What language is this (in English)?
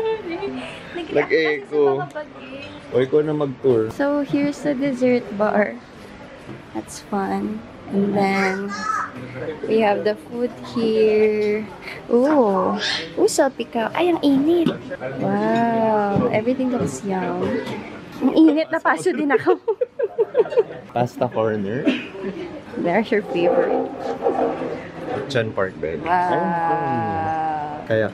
Filipino